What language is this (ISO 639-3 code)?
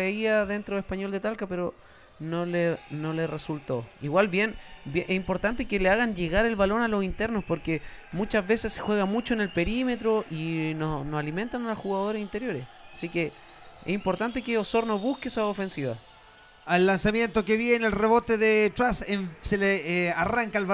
spa